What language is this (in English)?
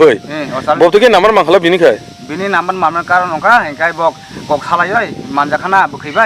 Kok Borok